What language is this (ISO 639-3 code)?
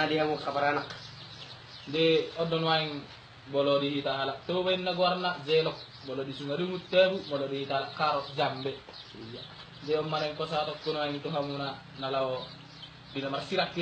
bbc